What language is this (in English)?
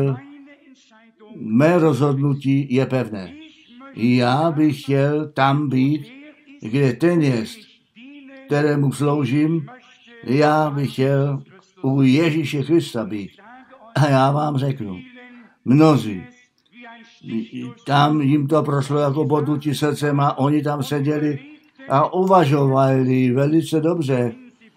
Czech